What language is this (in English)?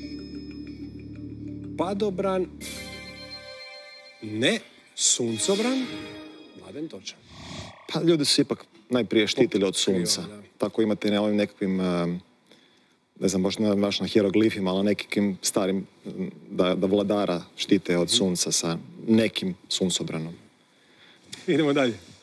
Croatian